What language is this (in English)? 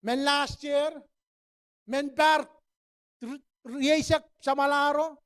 Pohnpeian